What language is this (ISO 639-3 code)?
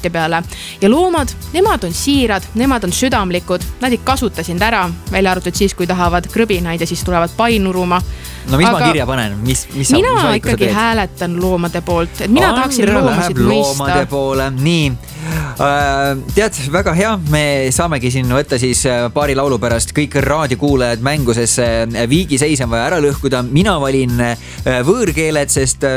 est